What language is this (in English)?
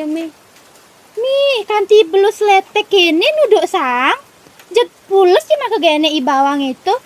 Balinese